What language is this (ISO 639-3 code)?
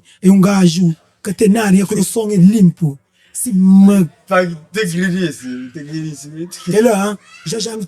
kea